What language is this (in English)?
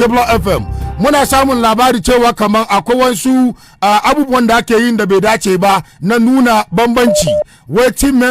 Hausa